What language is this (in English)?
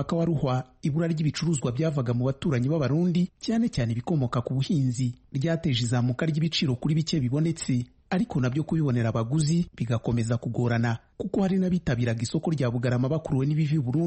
Kinyarwanda